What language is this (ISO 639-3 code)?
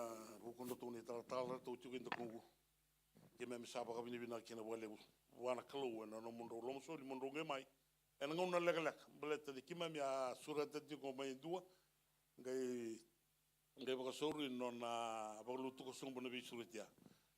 fij